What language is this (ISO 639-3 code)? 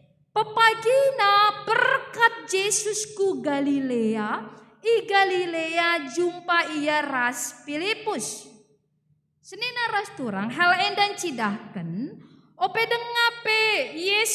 btx